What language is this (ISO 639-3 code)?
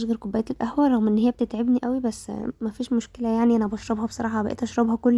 arz